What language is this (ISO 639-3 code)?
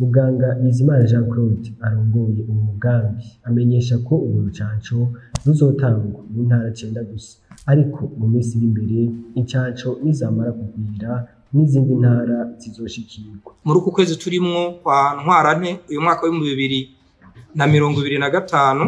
run